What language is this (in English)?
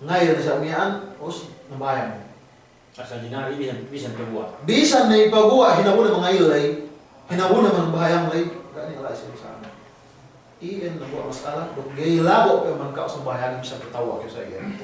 Yakan